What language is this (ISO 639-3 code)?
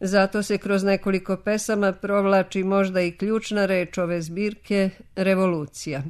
srp